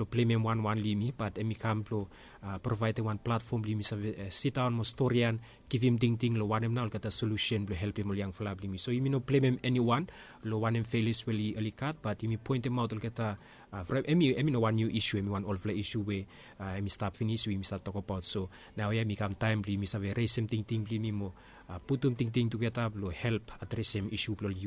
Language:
Bislama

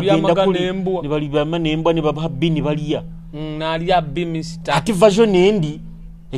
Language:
Nyoro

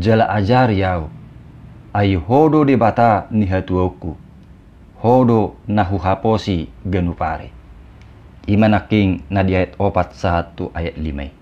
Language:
Batak Toba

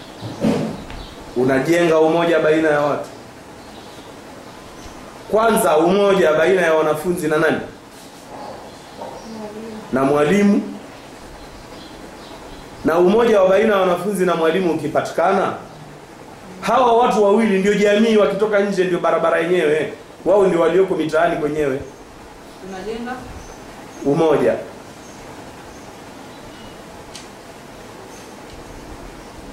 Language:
Swahili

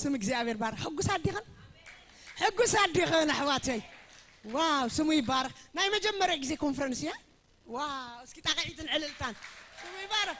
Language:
Tigrinya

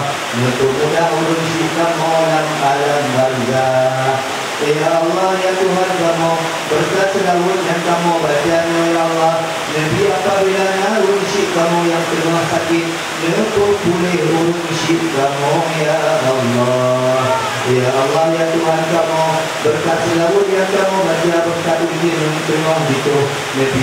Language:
Achinese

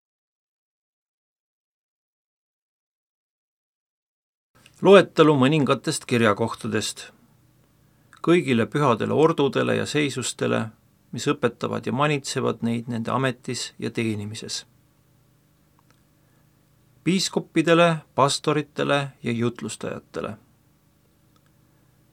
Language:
Estonian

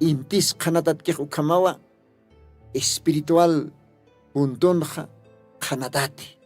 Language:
Aymara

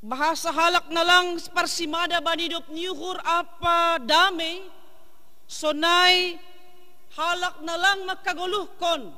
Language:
Batak Simalungun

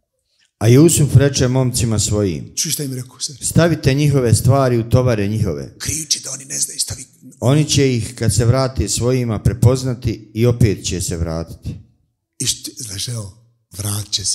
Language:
Bosnian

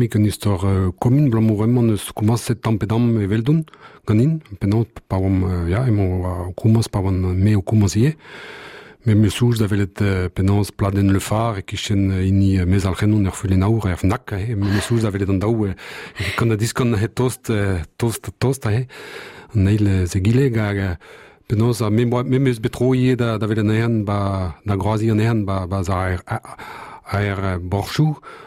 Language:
Breton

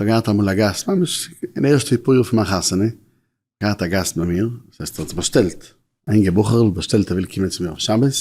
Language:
Yiddish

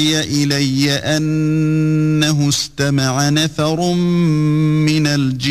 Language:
Arabic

